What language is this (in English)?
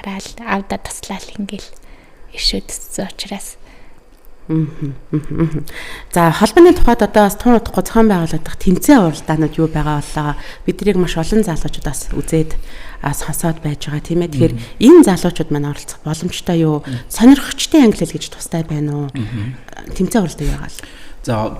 Mongolian